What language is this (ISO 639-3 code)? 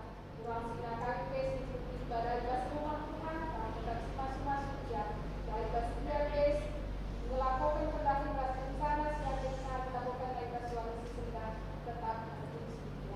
btx